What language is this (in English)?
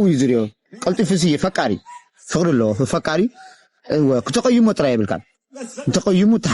Tigrinya